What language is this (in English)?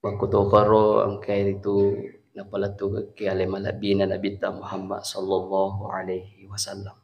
Buginese